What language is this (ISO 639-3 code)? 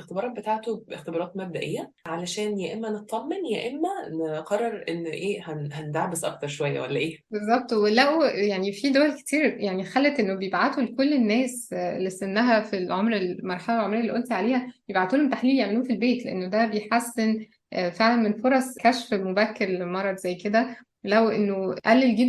arz